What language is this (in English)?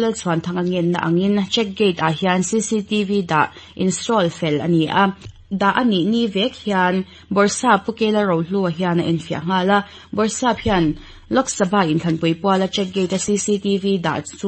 Mizo